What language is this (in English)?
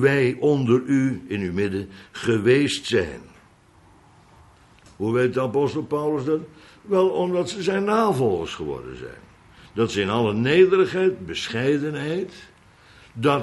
Dutch